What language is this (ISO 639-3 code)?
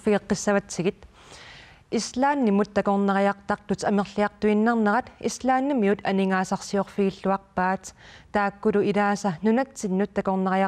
kal